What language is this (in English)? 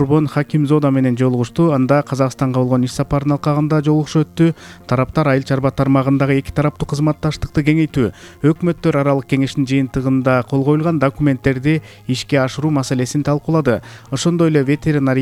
Kyrgyz